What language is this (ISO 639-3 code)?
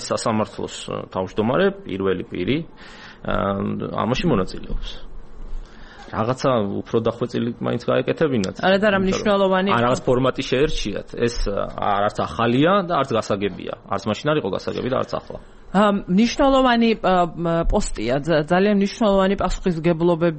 kat